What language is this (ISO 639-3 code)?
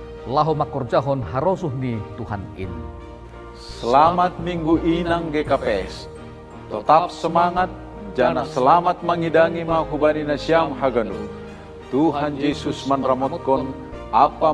bts